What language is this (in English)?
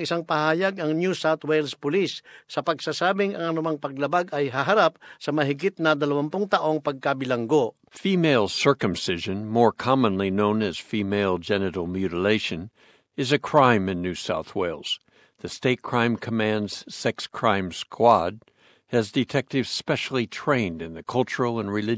Filipino